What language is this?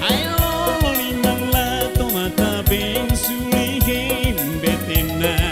Tetum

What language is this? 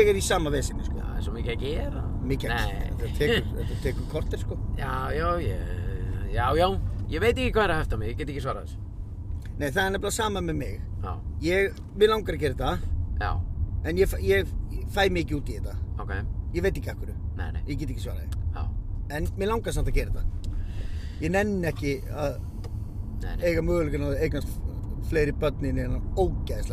Icelandic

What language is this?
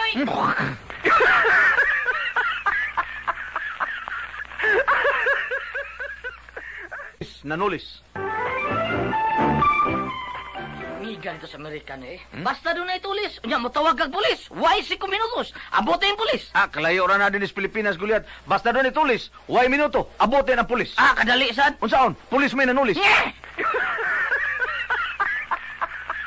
Filipino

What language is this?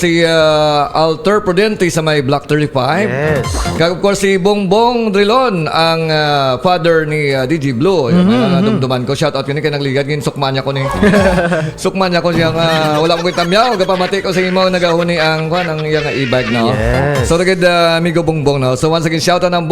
Hiligaynon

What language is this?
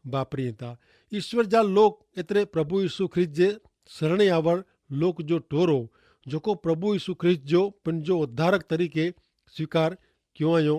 Kachhi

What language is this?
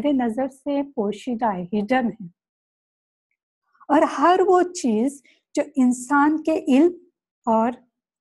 Urdu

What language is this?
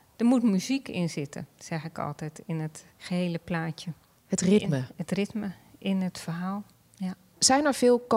Dutch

